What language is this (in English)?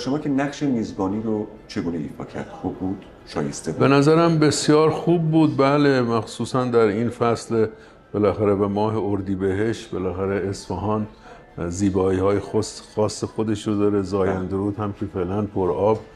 Persian